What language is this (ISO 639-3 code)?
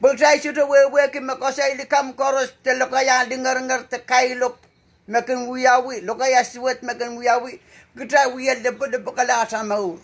pon